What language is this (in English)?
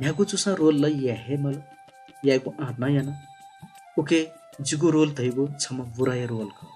Newari